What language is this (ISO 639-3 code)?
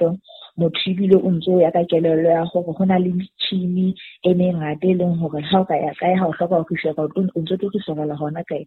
sot